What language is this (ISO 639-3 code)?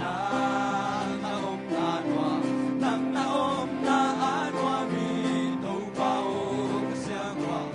ctd